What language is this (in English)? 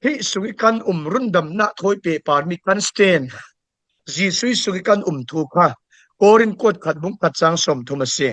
Falam Chin